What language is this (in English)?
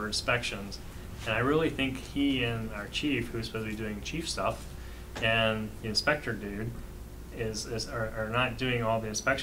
English